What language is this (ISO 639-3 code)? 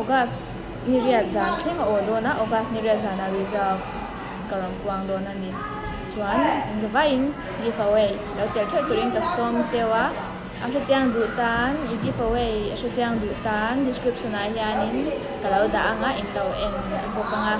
lus